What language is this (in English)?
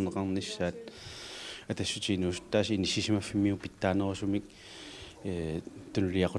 Kalaallisut